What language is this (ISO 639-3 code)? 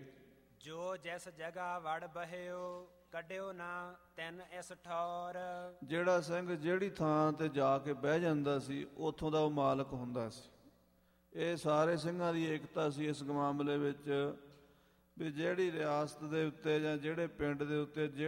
pan